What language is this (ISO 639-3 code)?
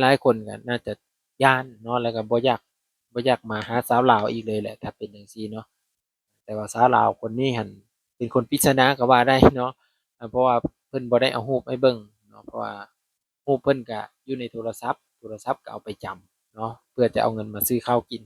lao